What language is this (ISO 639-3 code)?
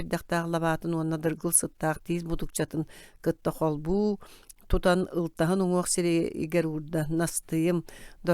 sah